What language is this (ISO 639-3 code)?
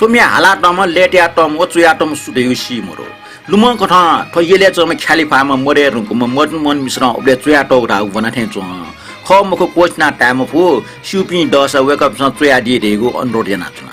new